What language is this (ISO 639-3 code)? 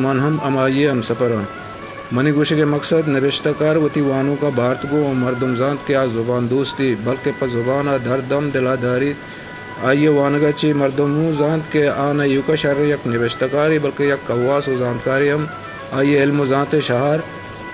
bgp